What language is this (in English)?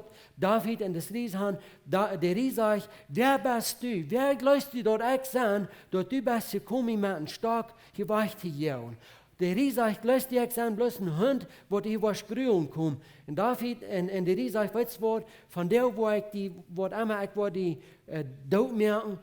Plautdietsch